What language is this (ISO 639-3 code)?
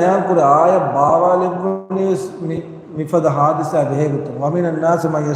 div